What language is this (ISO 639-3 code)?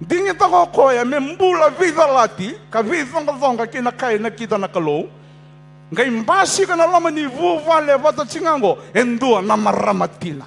fij